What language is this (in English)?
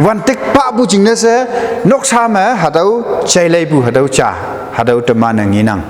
Konyak Naga